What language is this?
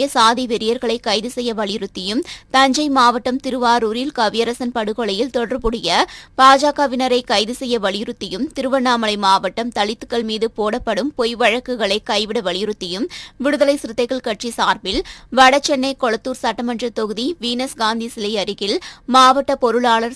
Tamil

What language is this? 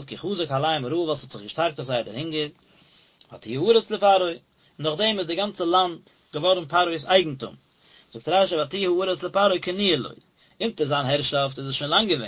Yiddish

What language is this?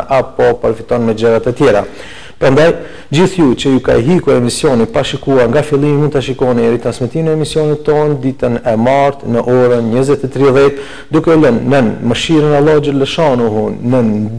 Albanian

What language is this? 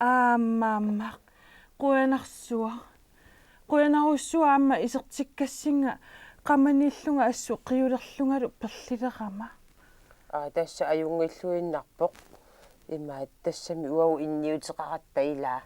Kalaallisut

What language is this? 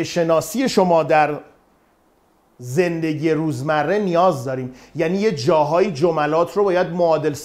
Persian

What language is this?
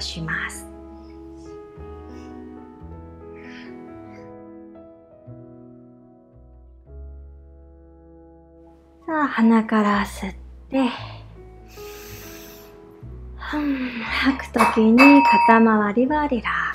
Japanese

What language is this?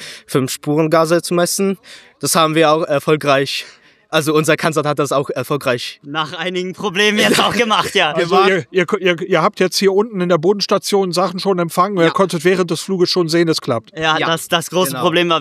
German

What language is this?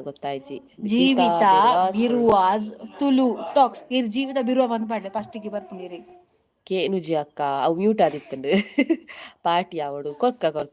Tulu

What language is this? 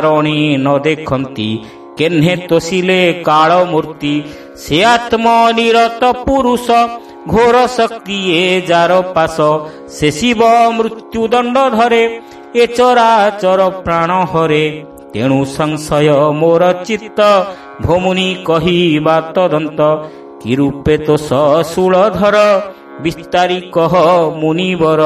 Odia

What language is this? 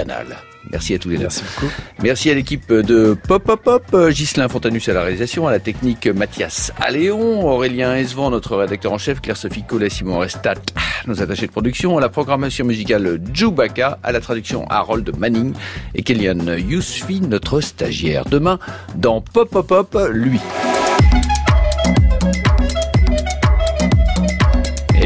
French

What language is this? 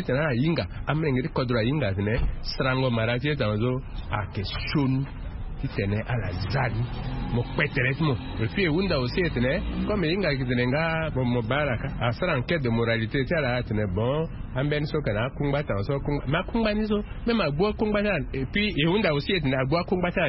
Sango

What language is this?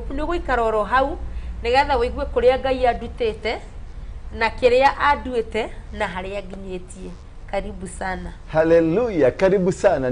Kikuyu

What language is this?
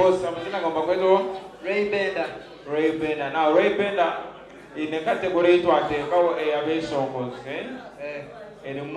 Nyankole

